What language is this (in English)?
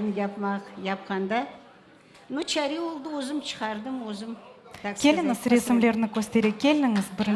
Crimean Tatar